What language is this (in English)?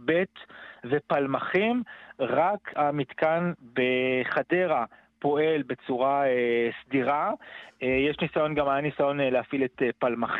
Hebrew